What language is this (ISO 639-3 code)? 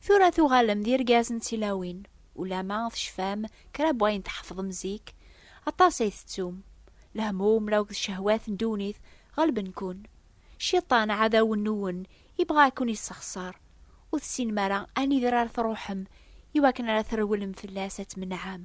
kab